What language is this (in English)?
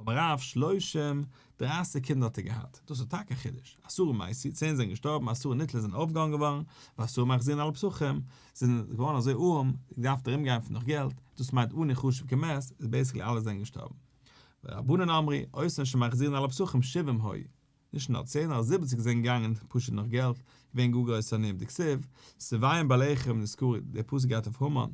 Yiddish